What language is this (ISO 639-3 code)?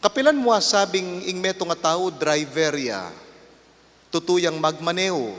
pam